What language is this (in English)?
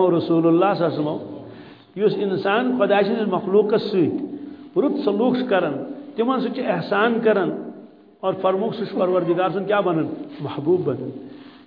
Kashmiri